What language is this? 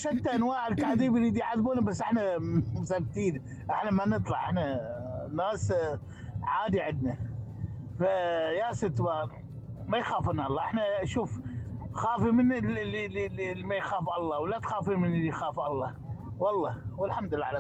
Mesopotamian Arabic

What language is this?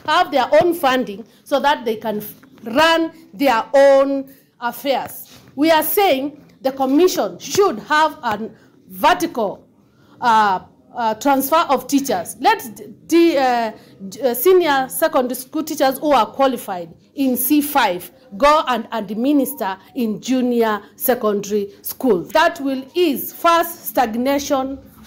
Kamba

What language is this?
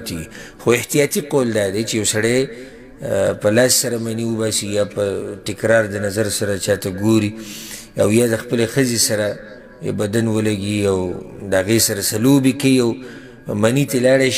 Pashto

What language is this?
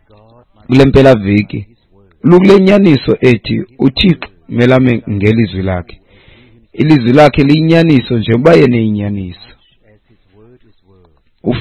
Xhosa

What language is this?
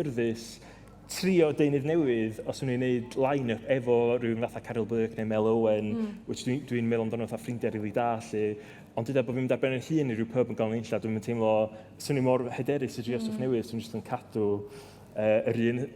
Welsh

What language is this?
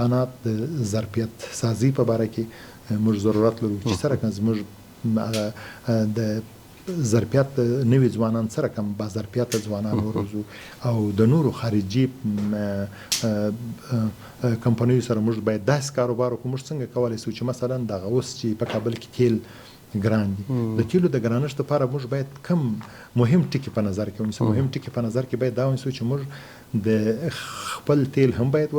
Pashto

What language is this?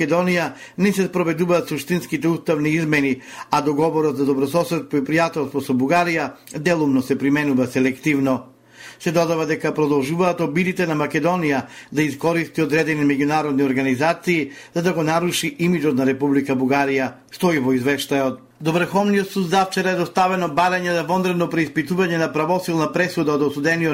Macedonian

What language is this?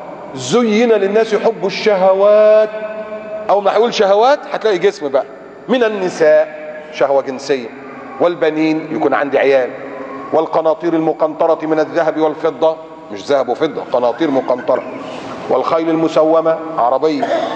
Egyptian Arabic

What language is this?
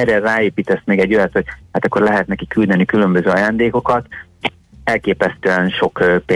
Hungarian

